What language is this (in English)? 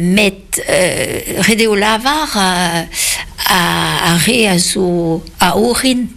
Breton